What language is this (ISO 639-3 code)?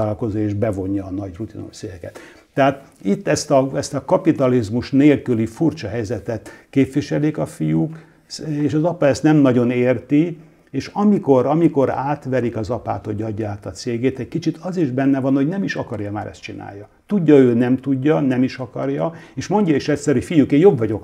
hun